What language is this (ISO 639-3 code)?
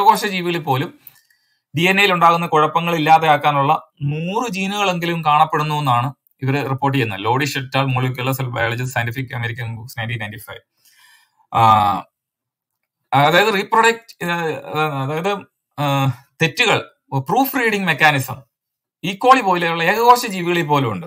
mal